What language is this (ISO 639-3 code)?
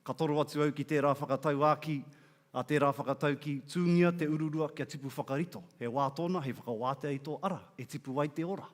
mri